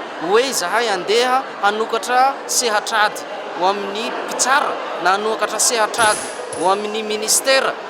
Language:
Malagasy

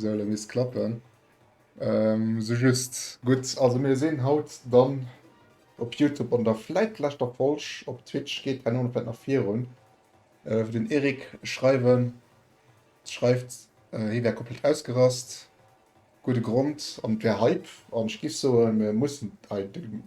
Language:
Luxembourgish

